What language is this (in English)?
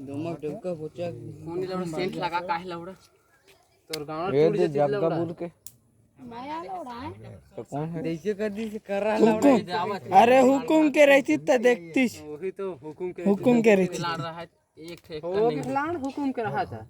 Chhattisgarhi